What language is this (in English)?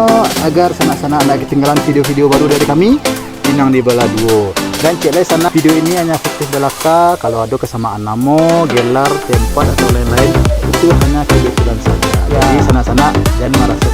Minangkabau